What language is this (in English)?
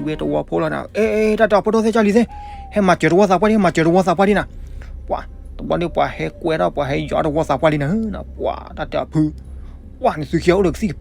S'gaw Karen